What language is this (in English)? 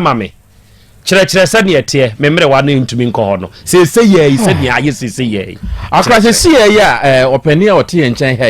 Akan